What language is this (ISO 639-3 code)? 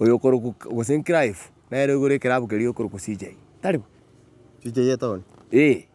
guz